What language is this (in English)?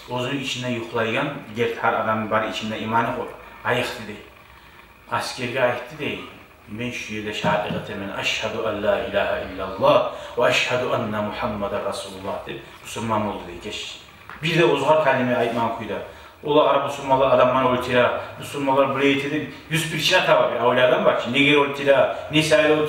Kumyk